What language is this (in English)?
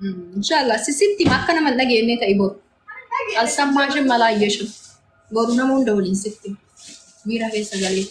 Oromo